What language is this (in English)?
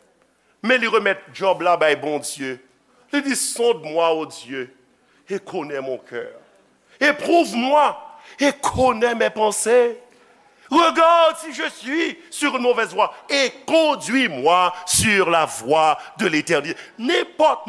Haitian Creole